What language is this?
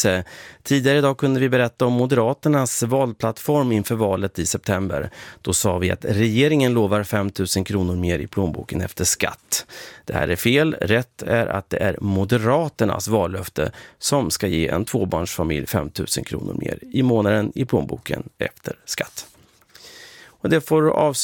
Swedish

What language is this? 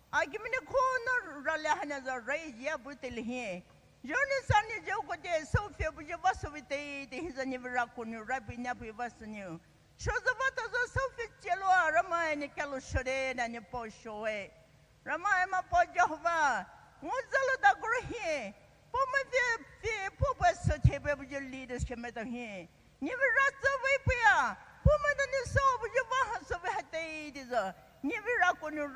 Poumei Naga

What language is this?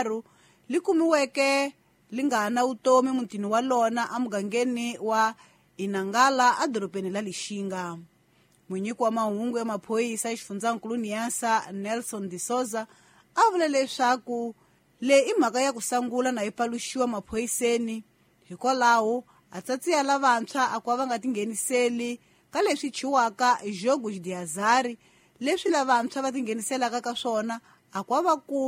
Tsonga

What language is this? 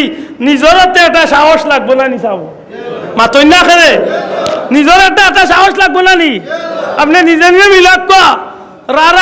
Sylheti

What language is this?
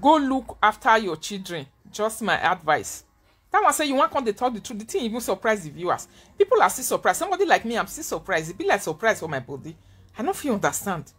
Nigerian Pidgin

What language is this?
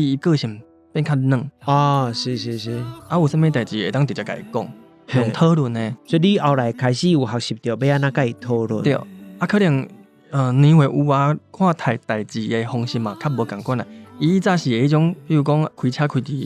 Min Nan Chinese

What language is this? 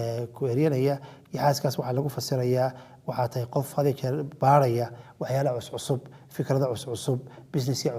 Somali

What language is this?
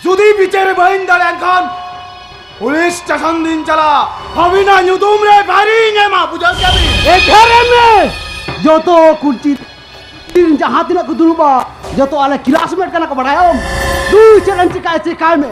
Santali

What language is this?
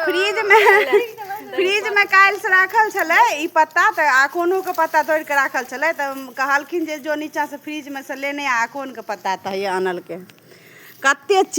Maithili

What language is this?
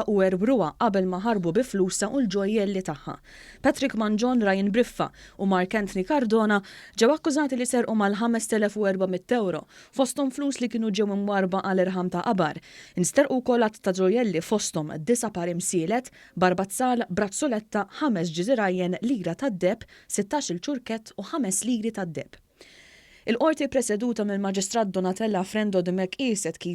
Maltese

